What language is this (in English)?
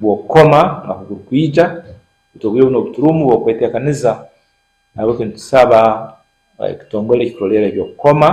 Nyankole